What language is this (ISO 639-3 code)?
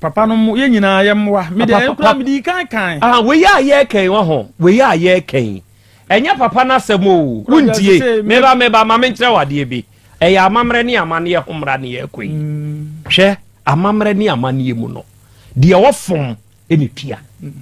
aka